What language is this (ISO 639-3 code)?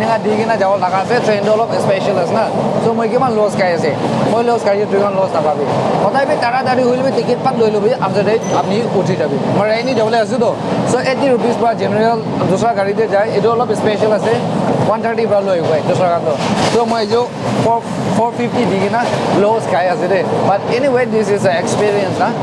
nag